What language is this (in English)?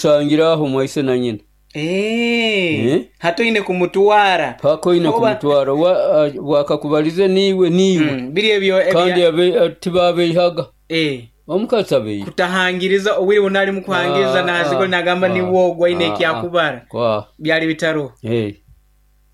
Nyoro